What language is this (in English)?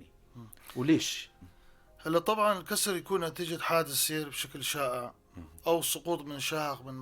North Levantine Arabic